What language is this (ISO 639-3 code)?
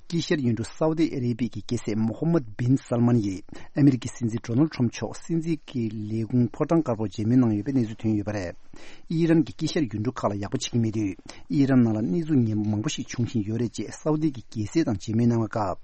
bod